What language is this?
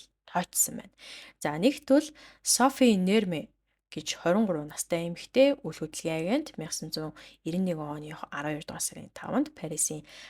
Mongolian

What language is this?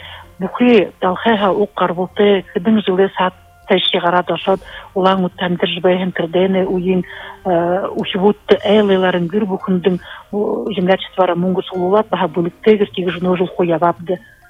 Buriat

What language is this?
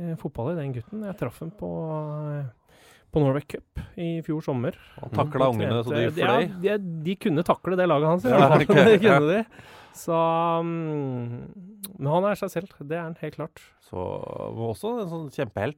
Norwegian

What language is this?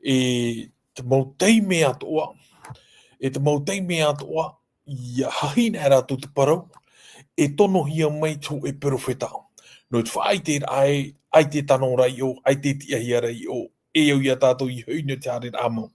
Tahitian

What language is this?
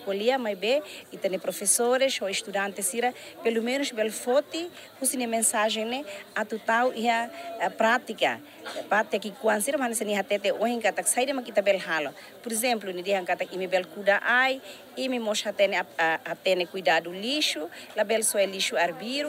Tetum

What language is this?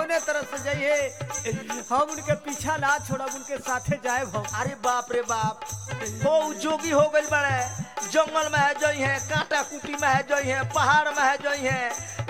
Bhojpuri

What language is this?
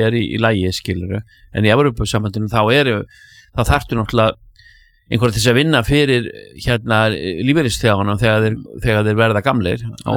Icelandic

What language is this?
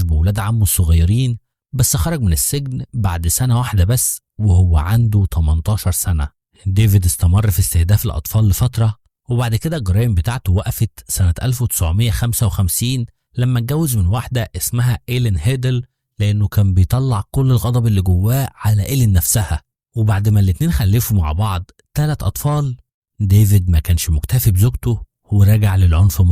Egyptian Arabic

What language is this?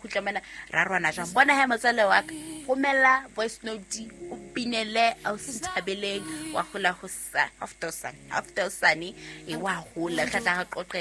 Southern Sotho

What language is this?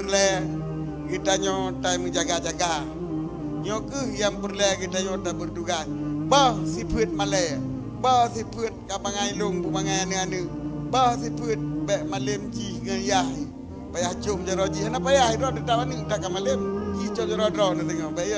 Achinese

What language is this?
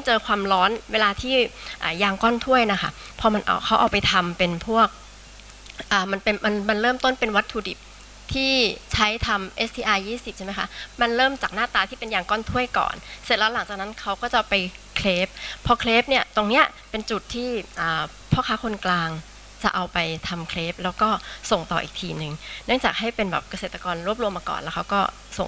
Thai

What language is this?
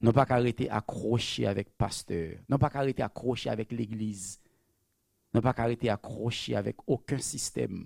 Haitian Creole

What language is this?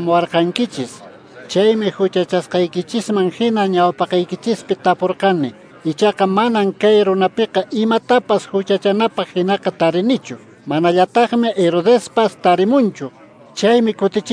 Quechua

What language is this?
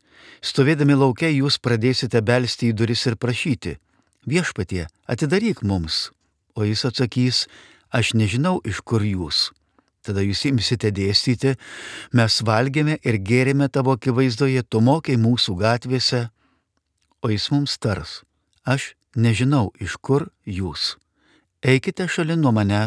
Lithuanian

